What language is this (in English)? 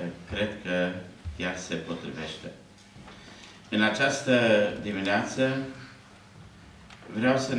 Romanian